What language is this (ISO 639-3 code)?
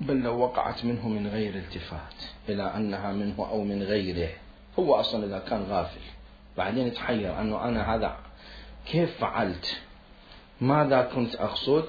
acm